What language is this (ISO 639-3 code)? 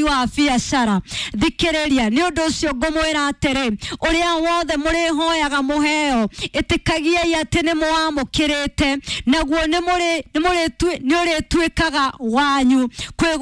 kik